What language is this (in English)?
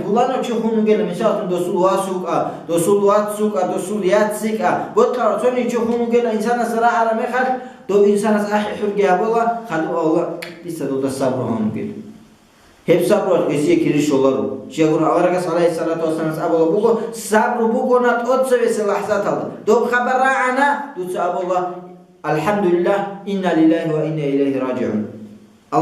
Avaric